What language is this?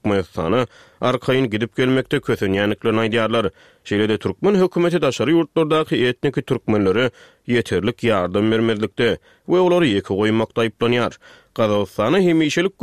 Turkmen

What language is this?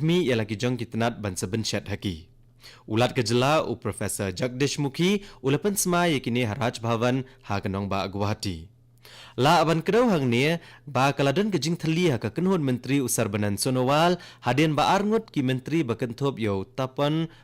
Khasi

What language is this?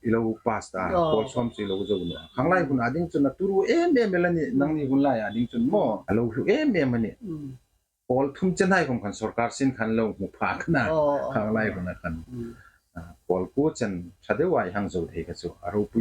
Hmar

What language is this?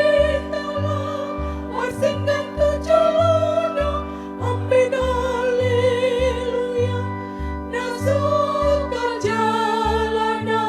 Batak Toba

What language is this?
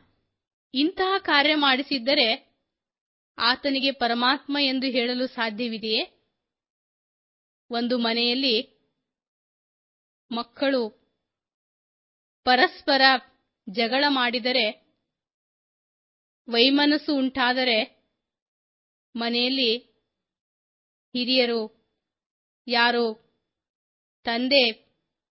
Kannada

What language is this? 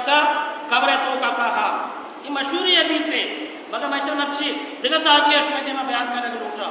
Baluchi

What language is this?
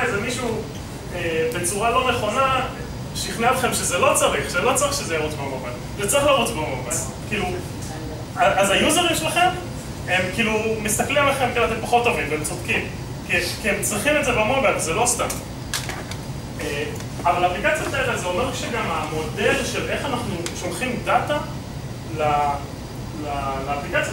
Hebrew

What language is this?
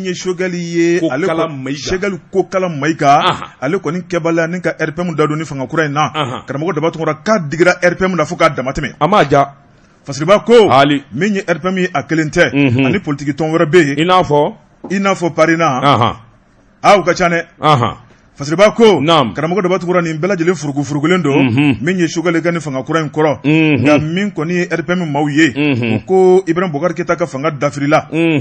Bambara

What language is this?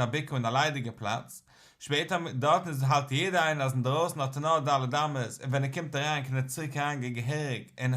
Yiddish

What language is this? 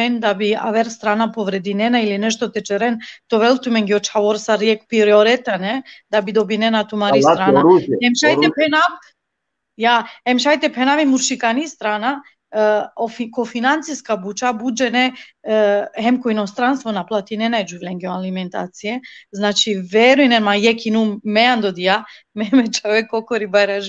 Balkan Romani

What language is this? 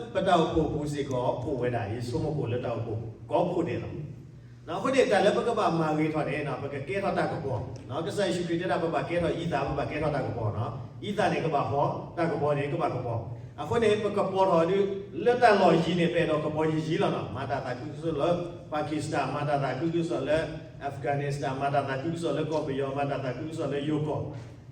S'gaw Karen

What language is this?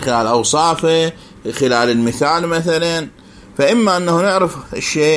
Mesopotamian Arabic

